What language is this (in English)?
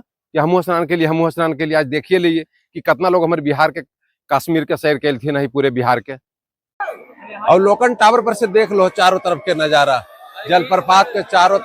Magahi